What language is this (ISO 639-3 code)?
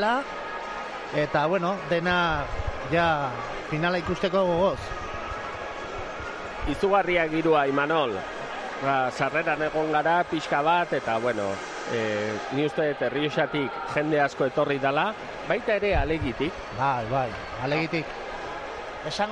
eus